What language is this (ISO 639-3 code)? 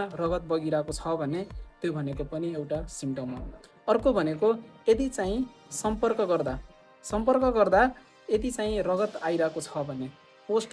nep